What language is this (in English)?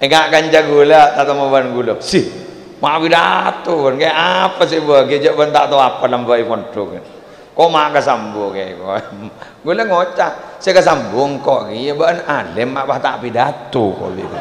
Madurese